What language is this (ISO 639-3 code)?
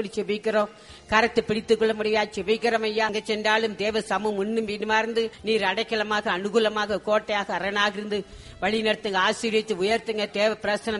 tam